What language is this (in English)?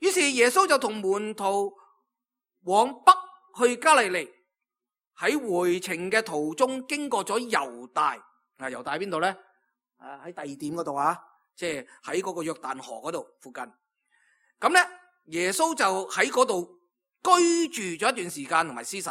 Cantonese